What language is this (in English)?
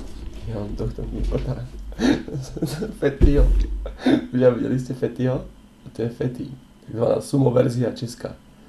Slovak